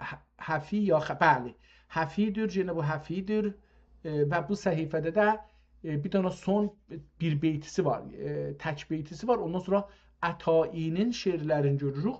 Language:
South Azerbaijani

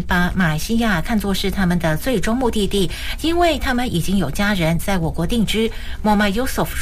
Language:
Chinese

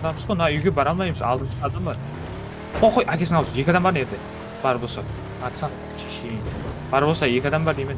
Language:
Kara-Kalpak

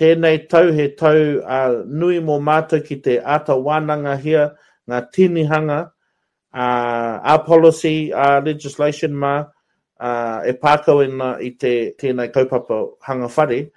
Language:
Māori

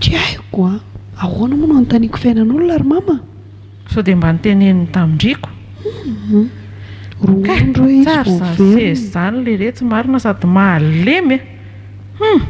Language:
Malagasy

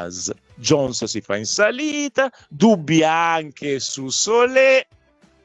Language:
Italian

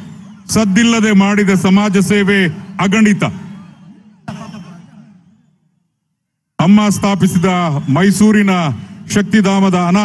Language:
Kannada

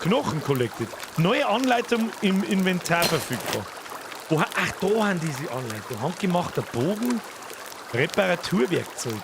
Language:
Bavarian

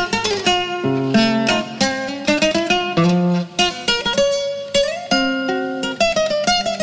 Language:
Spanish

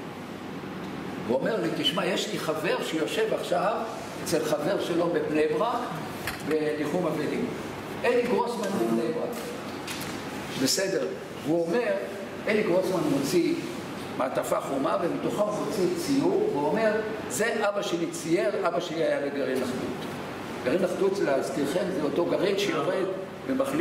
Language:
Hebrew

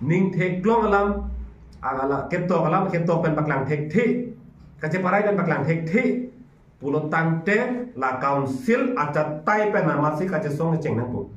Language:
Karbi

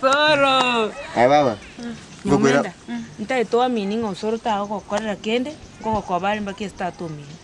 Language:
Gusii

